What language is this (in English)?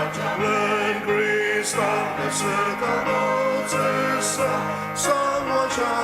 Ao Naga